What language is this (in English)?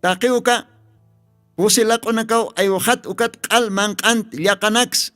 Aymara